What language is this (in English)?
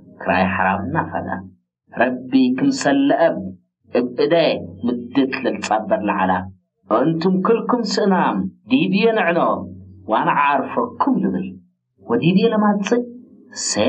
Tigrinya